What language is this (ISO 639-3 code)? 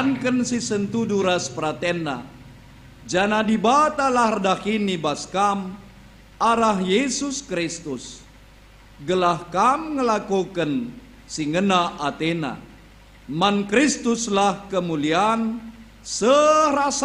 btx